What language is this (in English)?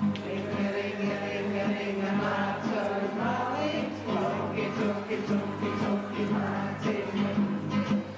Māori